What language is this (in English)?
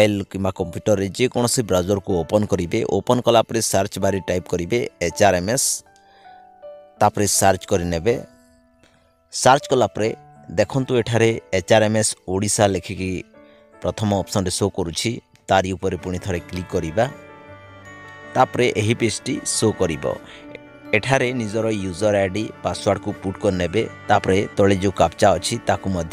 Odia